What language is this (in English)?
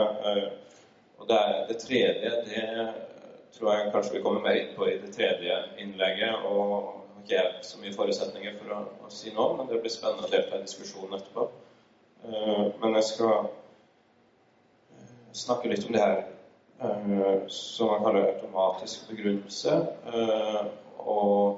Norwegian